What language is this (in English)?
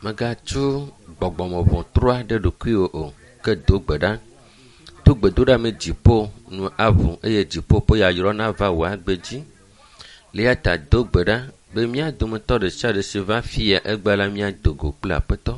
Ewe